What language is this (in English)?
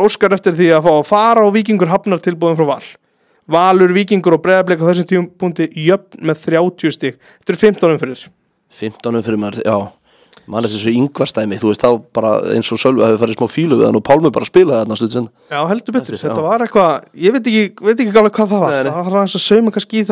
Icelandic